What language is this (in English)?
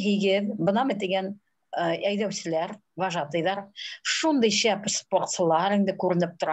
Bashkir